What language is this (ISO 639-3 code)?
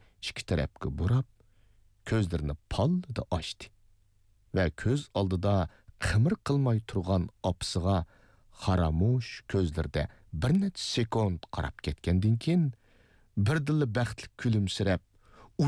uig